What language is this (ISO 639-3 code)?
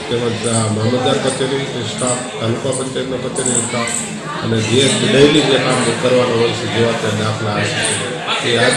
guj